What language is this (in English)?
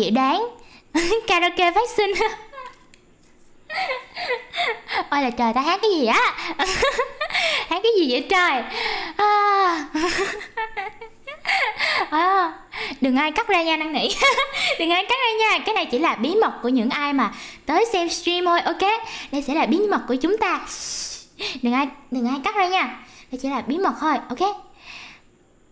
Vietnamese